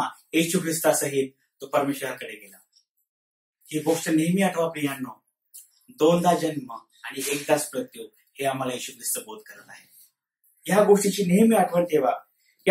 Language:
Marathi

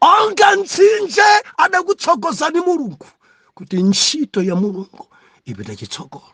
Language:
Nyanja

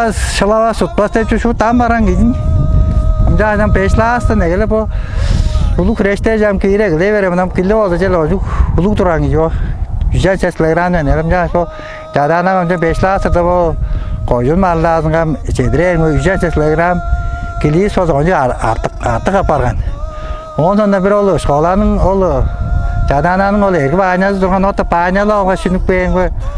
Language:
Tuvinian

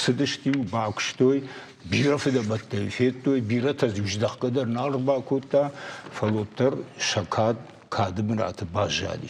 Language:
Ossetic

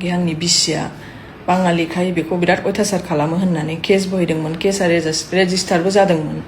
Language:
Bodo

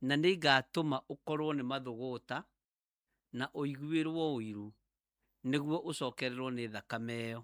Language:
Kikuyu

